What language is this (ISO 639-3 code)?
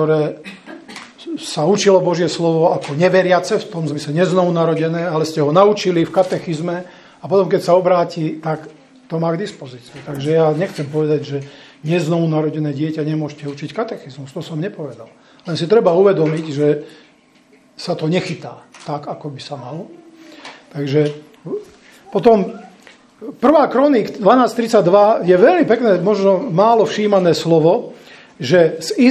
slk